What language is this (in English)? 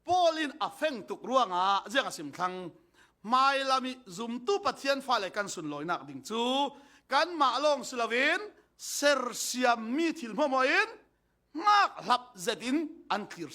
Falam Chin